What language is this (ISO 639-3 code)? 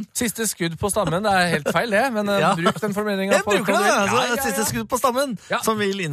nor